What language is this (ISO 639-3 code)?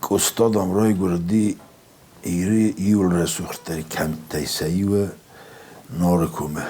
oss